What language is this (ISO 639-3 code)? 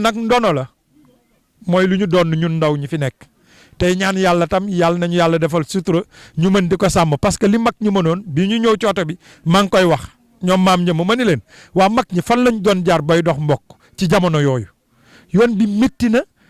wol